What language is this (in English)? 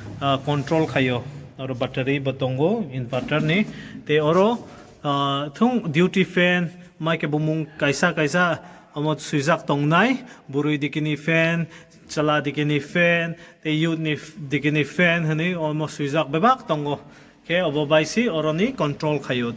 Kok Borok